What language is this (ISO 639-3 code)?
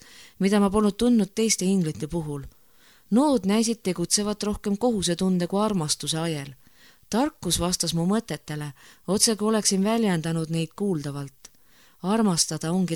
est